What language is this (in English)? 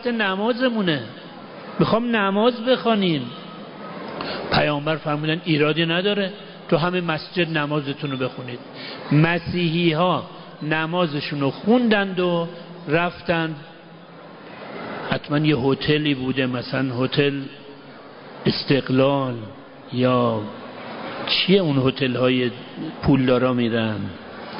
Persian